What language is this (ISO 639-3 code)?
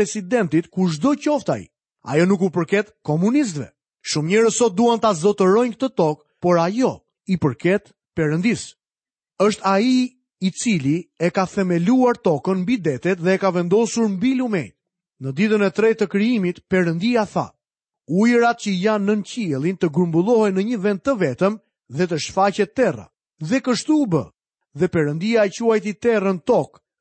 sqi